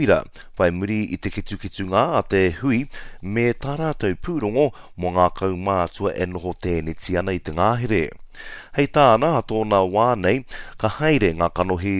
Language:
Māori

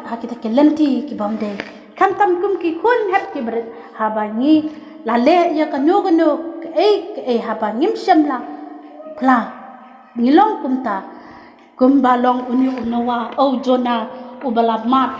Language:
Khasi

